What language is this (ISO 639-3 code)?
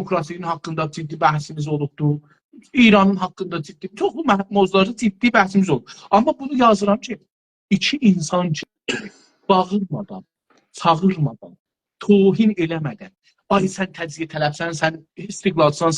azb